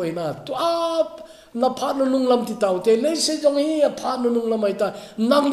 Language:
Thado Chin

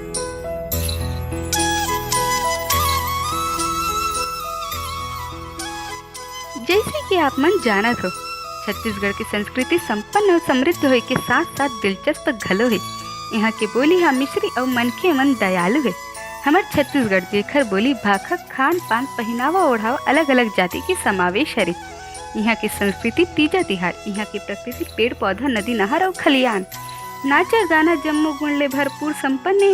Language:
Chhattisgarhi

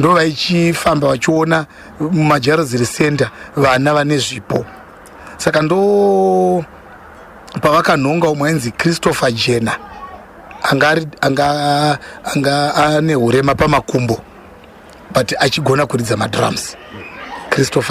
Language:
Shona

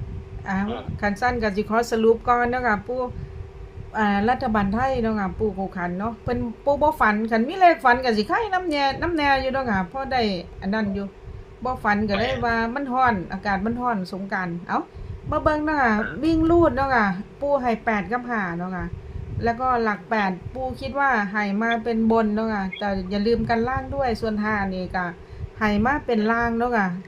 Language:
Northeastern Thai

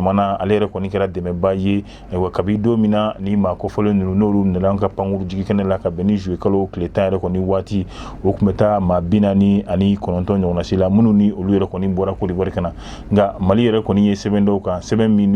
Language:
Bambara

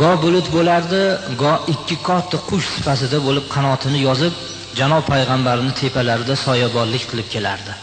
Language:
Uzbek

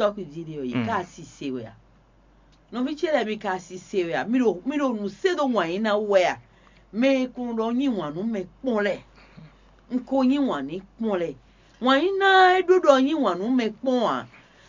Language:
Fon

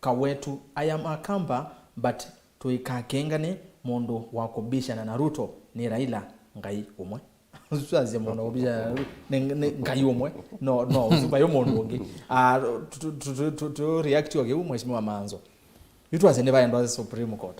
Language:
Kamba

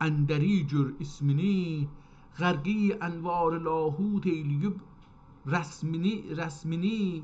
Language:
South Azerbaijani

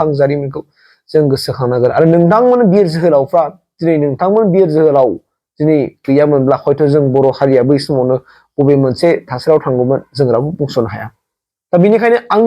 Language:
Bodo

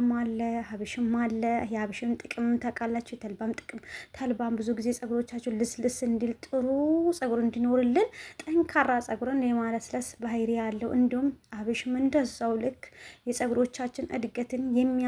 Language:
Amharic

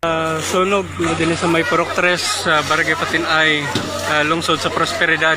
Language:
Hiligaynon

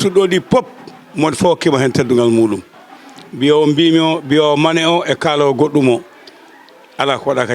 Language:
Fula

